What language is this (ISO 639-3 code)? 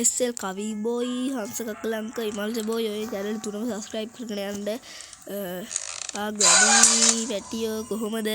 sin